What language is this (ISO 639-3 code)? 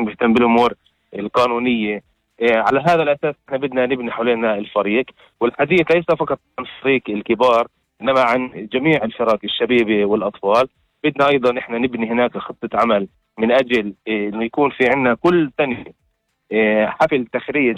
apc